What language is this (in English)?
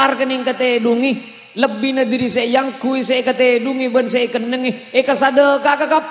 Madurese